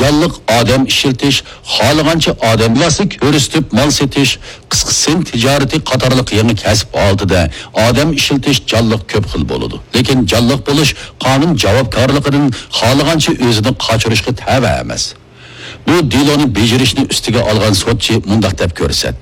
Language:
Uyghur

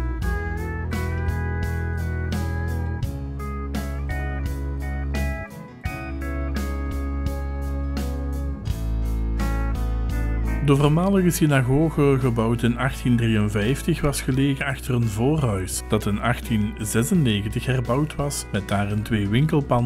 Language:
Dutch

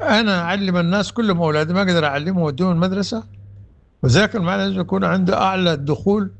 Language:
Sudanese Arabic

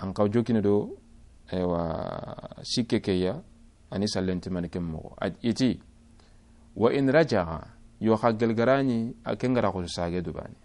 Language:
Soninke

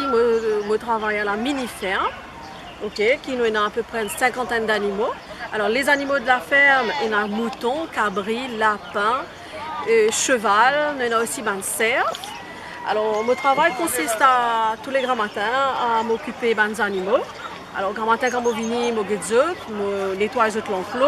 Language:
Morisyen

